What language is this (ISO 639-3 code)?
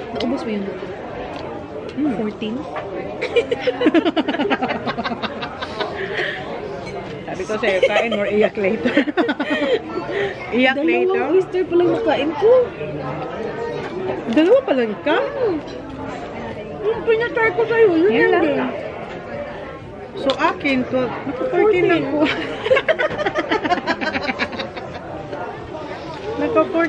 fil